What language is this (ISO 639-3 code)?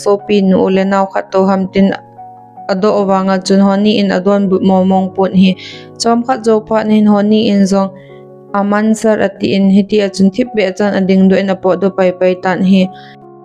tcz